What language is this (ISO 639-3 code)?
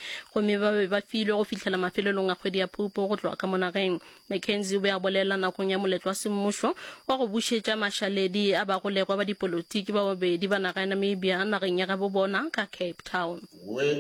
nso